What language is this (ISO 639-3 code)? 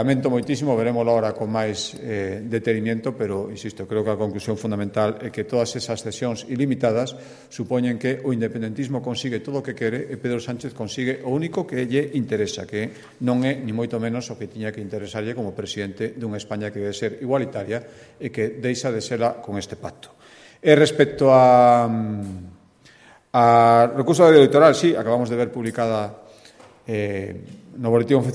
glg